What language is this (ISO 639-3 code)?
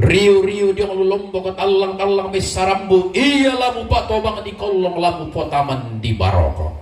sda